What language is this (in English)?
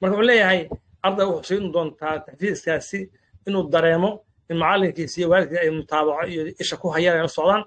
Somali